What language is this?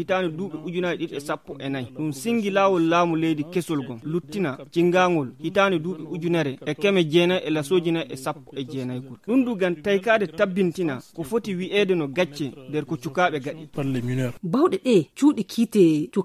Fula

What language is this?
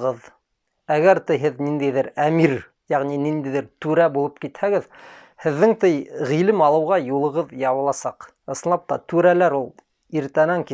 Bashkir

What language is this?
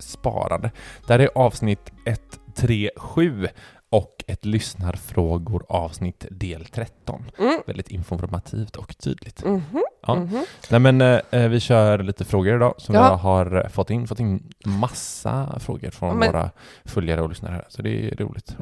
Swedish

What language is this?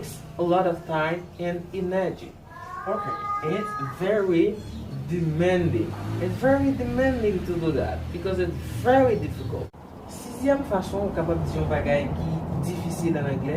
Haitian Creole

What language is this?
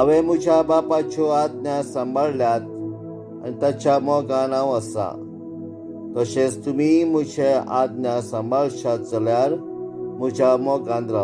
Konkani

